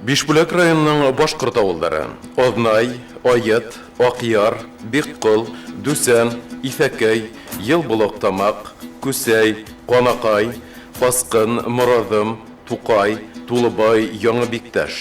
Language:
Bashkir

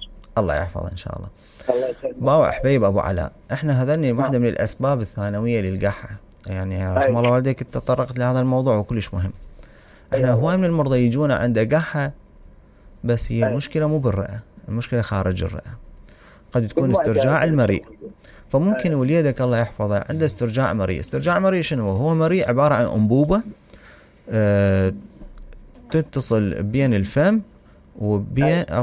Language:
Mesopotamian Arabic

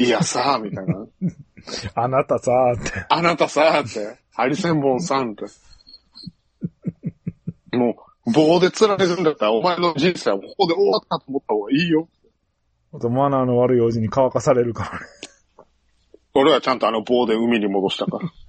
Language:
Japanese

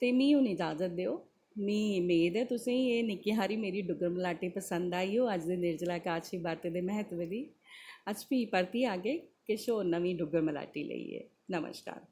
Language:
Dogri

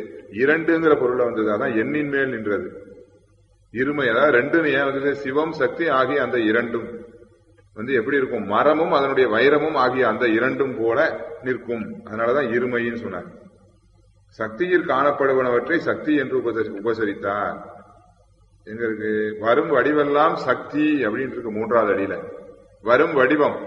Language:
Tamil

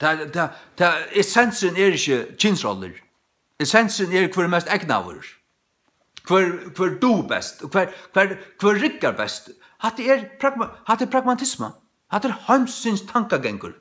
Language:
Faroese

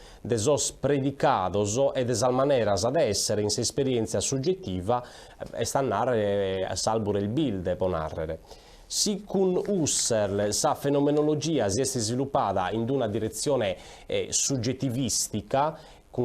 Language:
Sardinian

